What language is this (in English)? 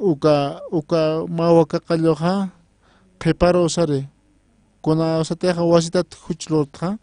Aymara